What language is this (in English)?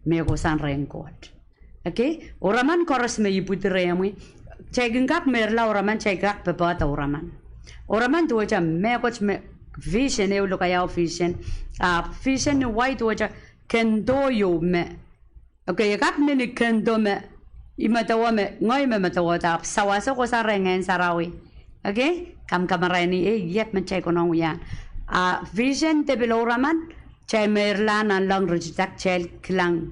Pohnpeian